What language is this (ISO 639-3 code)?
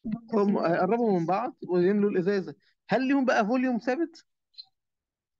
arz